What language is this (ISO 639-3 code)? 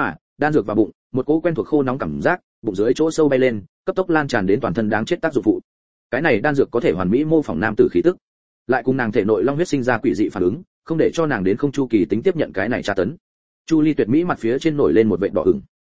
vie